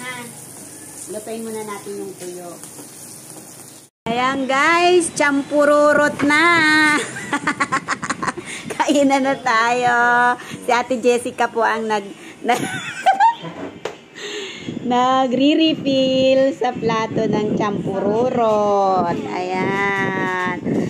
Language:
Filipino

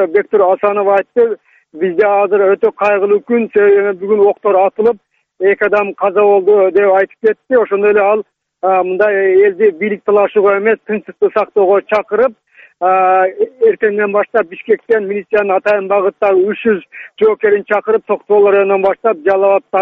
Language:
Kazakh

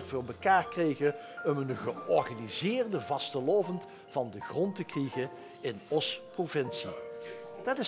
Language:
Limburgish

